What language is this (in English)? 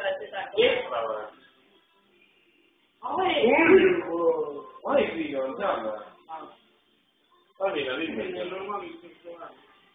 Estonian